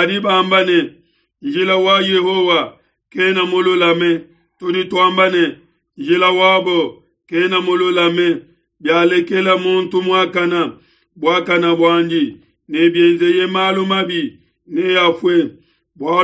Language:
Luba-Lulua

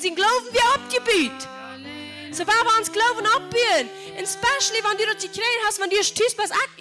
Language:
Plautdietsch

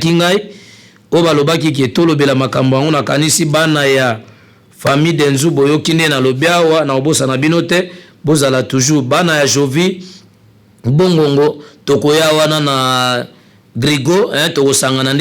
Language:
Lingala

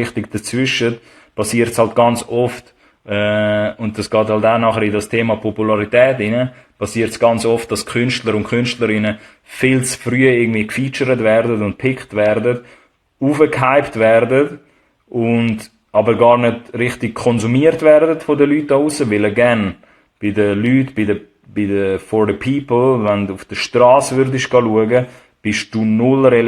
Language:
Swiss German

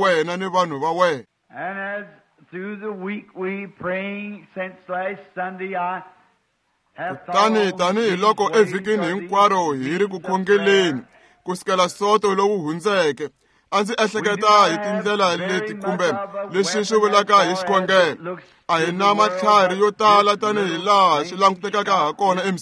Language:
Tsonga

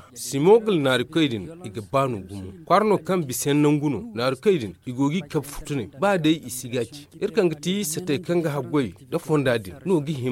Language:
Zarma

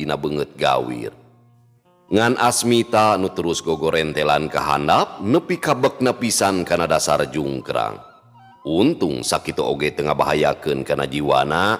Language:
Sundanese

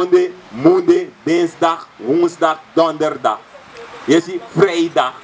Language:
Sranan Tongo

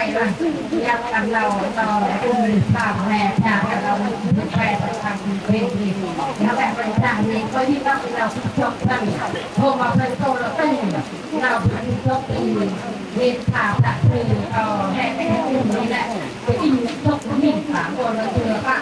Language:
Central Mnong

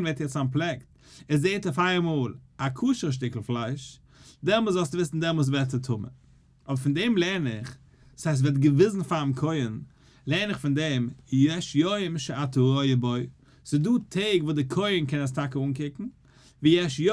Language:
Yiddish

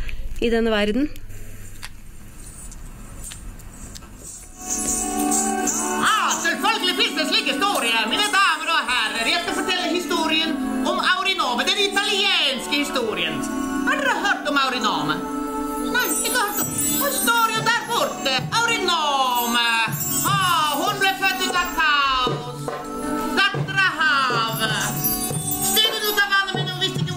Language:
Norwegian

